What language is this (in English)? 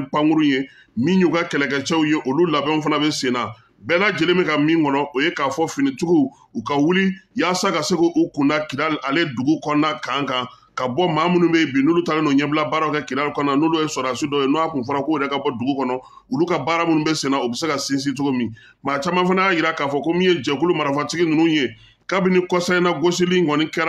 Bambara